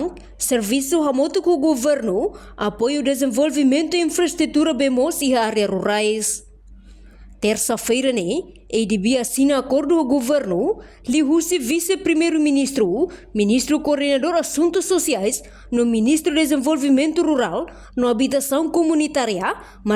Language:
Tetum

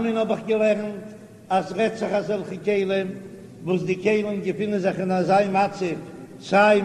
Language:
Yiddish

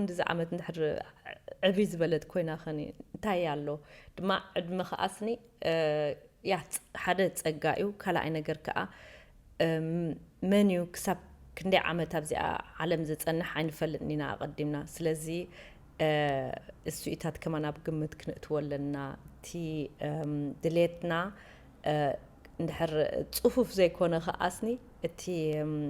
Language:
Tigrinya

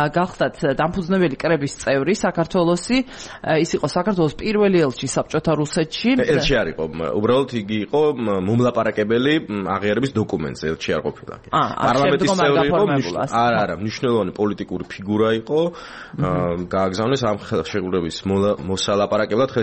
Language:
Georgian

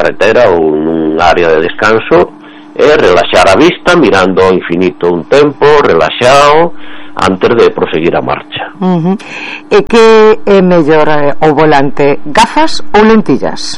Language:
Galician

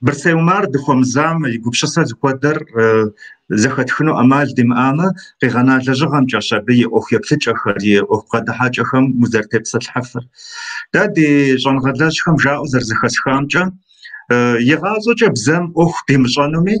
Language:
Kabardian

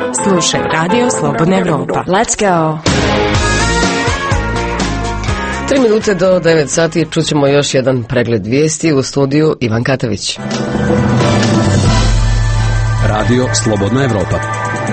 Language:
Croatian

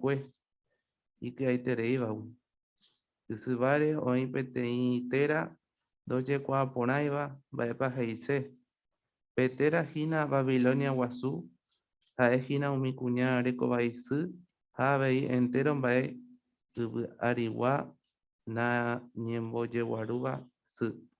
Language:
Guarani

